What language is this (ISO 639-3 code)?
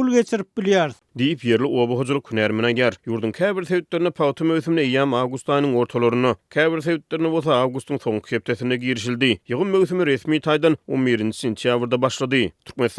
tuk